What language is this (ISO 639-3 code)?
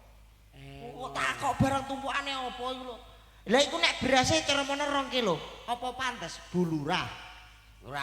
jav